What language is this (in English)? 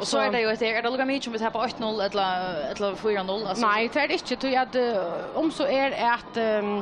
Faroese